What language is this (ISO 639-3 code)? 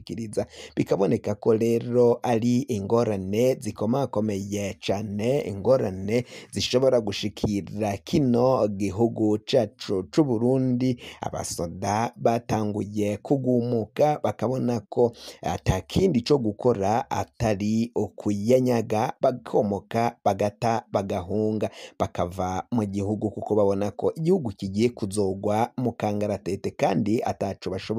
run